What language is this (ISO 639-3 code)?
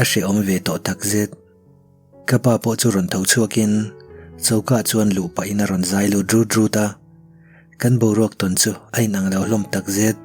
lus